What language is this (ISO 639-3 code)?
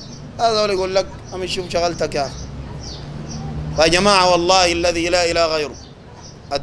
apd